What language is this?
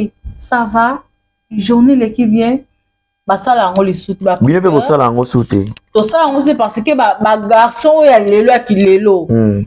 Lingala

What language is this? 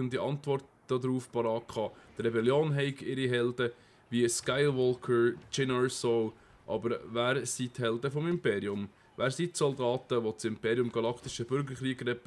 Swiss German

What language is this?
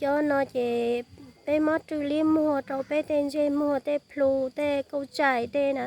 Hmong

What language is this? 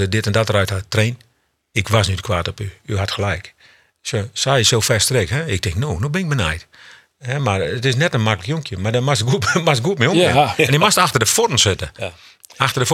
Western Frisian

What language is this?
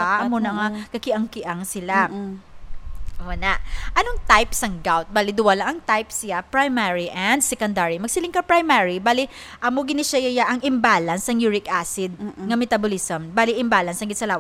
Hiligaynon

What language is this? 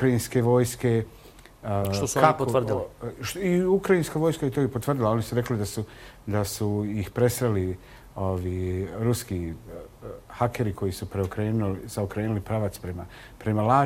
Bosnian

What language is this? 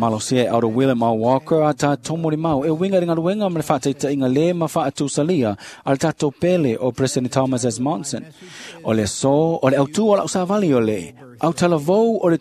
Samoan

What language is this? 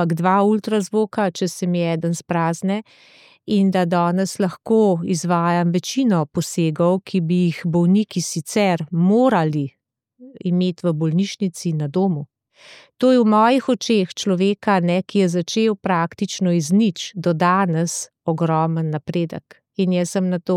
Slovenian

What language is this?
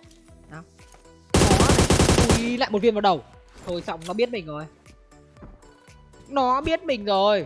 Vietnamese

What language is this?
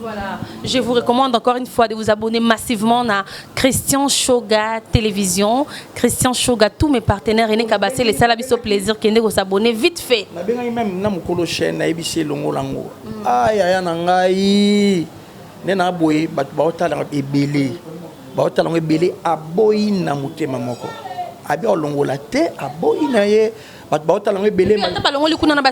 Lingala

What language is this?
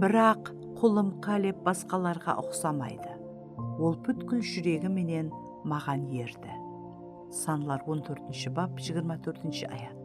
Kara-Kalpak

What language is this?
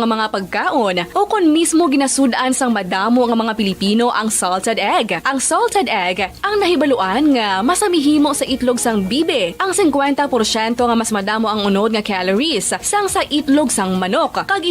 Hiligaynon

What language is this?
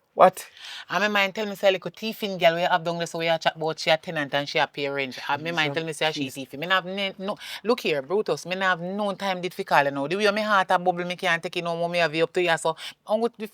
Jamaican Creole English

